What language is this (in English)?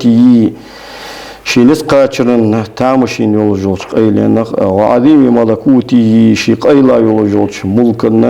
Ingush